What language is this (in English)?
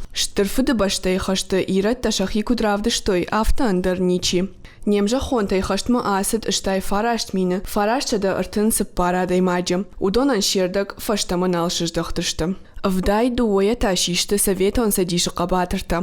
Ossetic